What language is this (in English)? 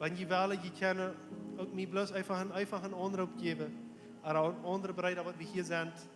Plautdietsch